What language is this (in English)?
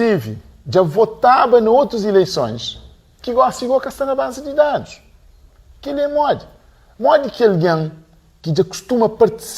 Kabuverdianu